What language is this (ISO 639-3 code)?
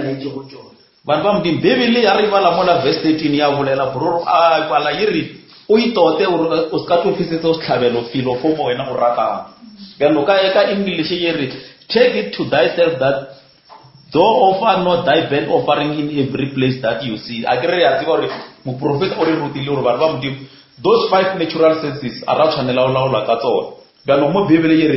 nso